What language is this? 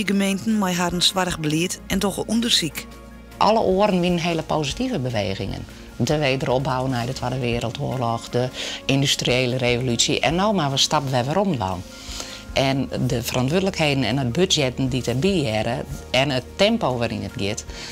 Western Frisian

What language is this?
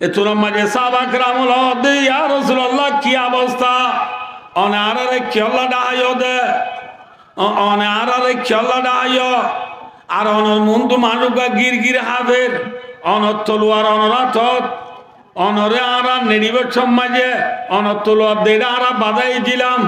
Rohingya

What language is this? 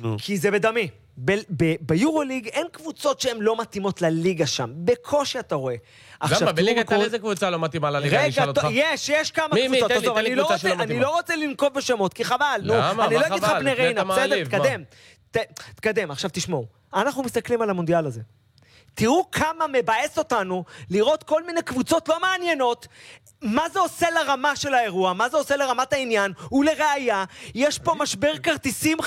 Hebrew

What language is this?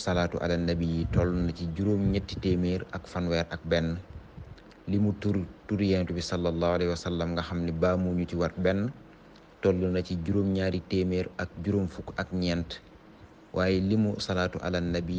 Wolof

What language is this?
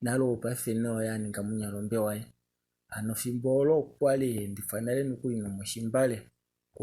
Kuanyama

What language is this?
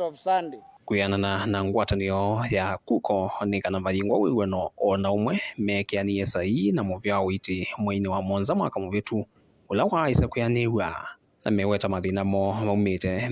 Kamba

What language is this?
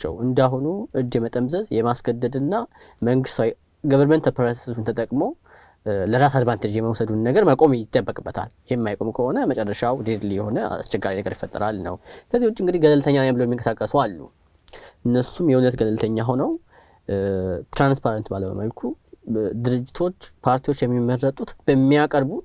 Amharic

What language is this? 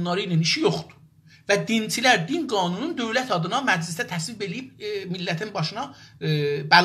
South Azerbaijani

